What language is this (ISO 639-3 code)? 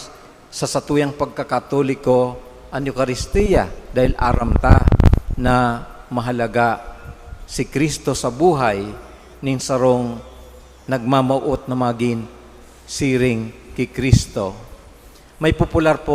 bik